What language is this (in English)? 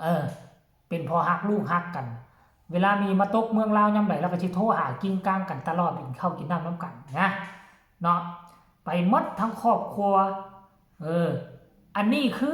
Lao